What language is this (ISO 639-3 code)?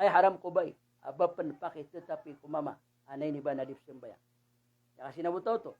mrw